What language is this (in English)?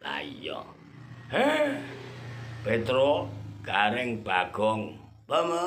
Javanese